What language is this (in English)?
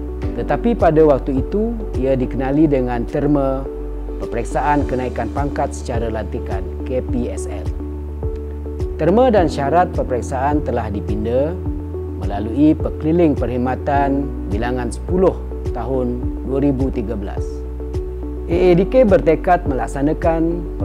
Malay